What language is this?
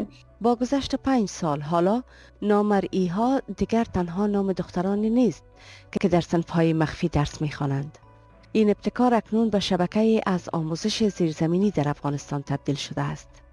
Persian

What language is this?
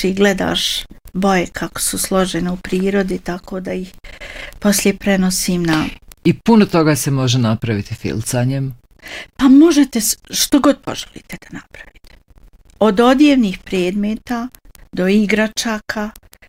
Bosnian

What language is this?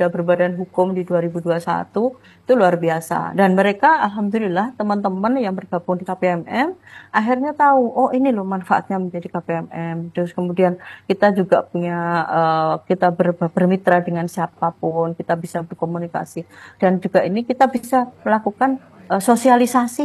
Indonesian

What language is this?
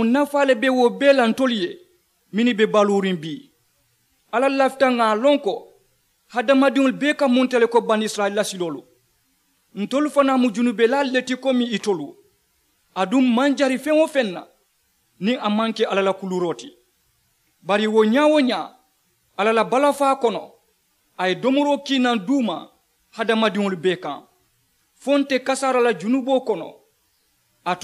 Mandingo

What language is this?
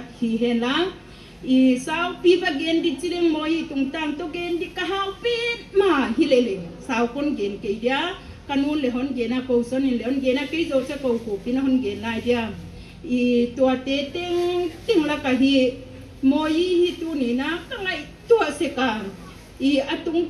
Paite Chin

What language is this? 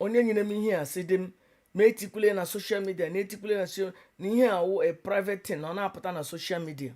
Igbo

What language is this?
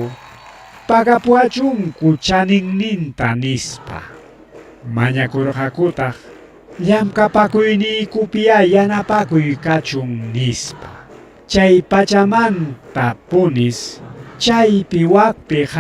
Ayacucho Quechua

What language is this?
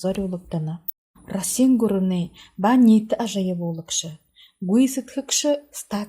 Buriat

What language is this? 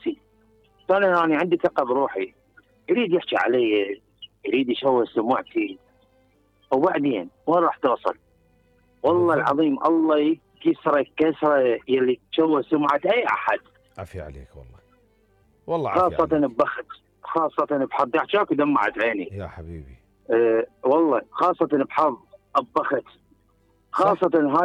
Mesopotamian Arabic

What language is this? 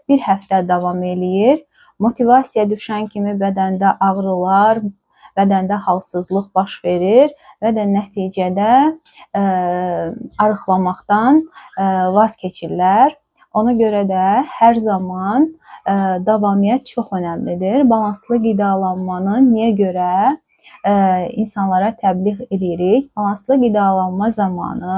Azerbaijani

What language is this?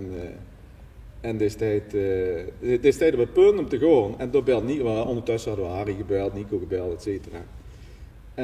Limburgish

